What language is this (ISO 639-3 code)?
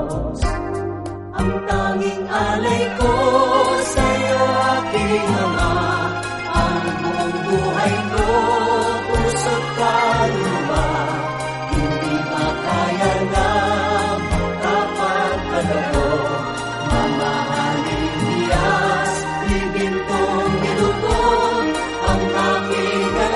fil